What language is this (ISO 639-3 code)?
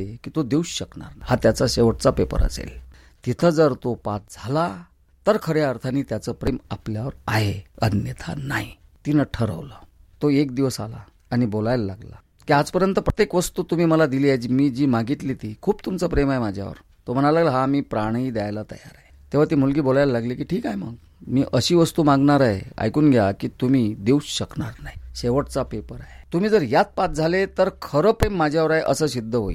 mar